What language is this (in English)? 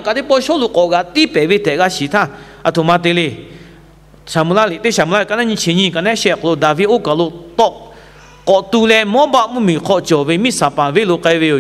Lahu